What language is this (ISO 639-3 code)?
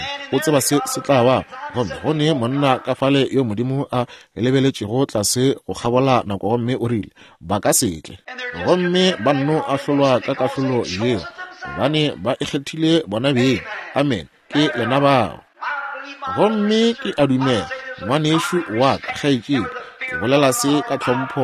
nso